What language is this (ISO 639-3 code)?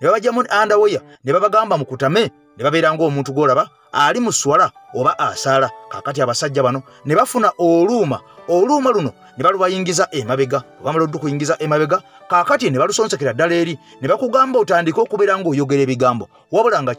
lug